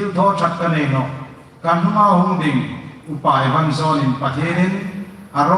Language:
Hmar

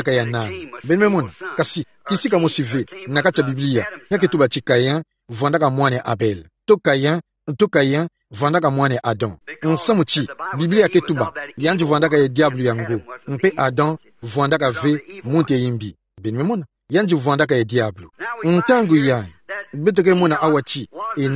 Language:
Kituba (Democratic Republic of Congo)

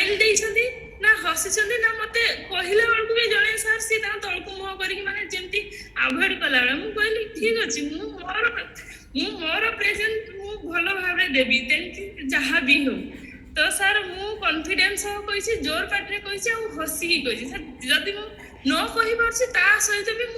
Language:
Odia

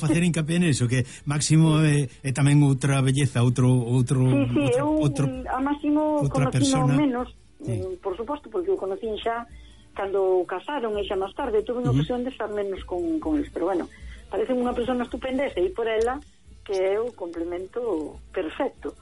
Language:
Galician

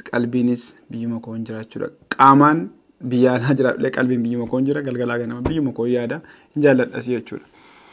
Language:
Oromo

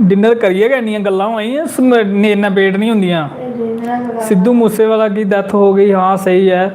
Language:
Dogri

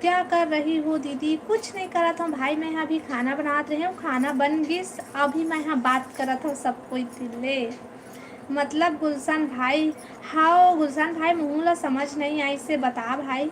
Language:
Chhattisgarhi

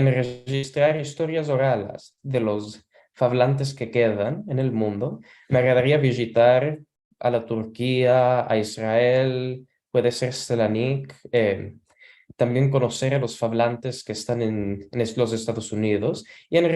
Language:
Ladino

